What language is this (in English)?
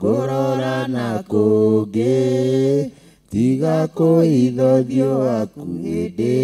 Kikuyu